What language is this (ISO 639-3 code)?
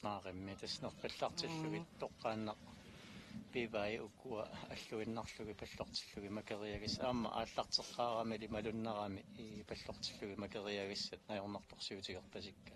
kal